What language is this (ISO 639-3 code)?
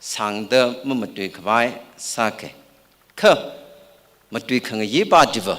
nmf